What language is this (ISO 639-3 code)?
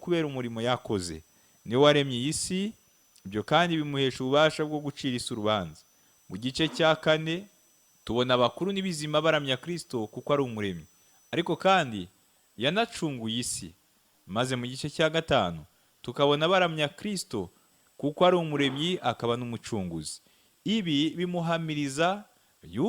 kin